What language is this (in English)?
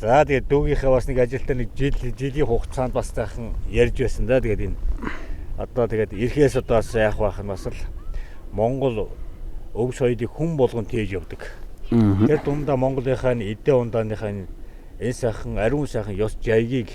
Mongolian